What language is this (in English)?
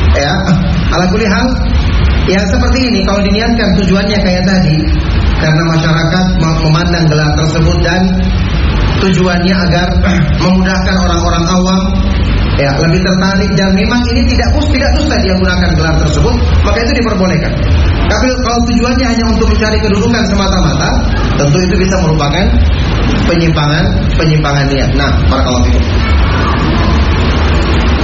Indonesian